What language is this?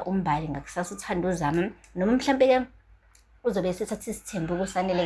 Zulu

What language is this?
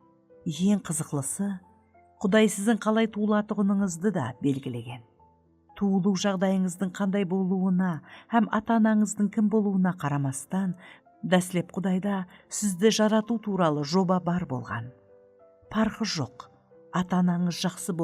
Kara-Kalpak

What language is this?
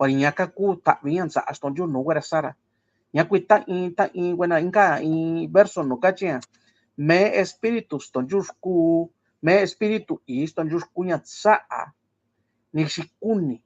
Mixtepec Mixtec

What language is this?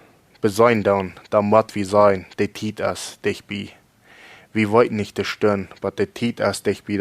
Plautdietsch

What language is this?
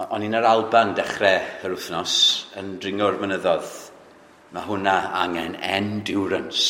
Welsh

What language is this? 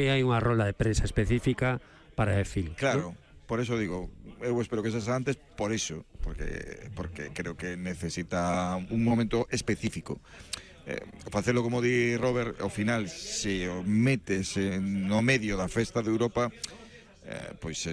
Galician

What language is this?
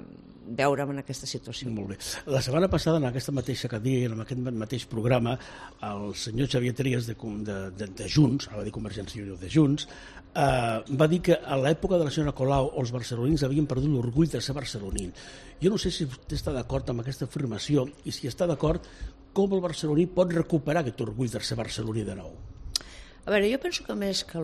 Catalan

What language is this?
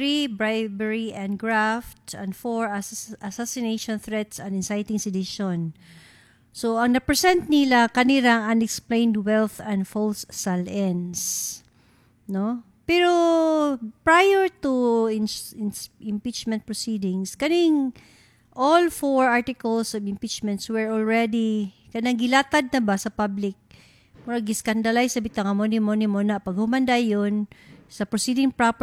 Cebuano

